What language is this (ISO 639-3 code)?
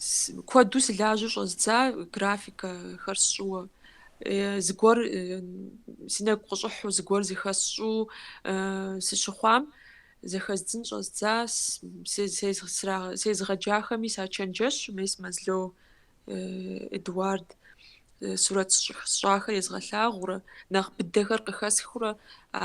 kbd